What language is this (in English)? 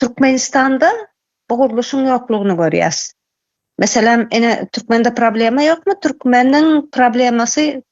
Turkmen